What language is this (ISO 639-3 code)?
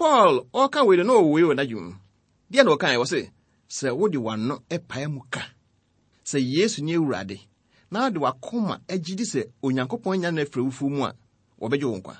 aka